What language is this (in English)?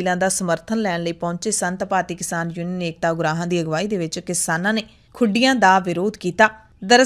Punjabi